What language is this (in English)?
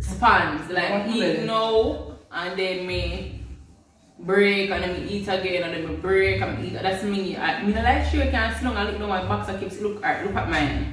Jamaican Creole English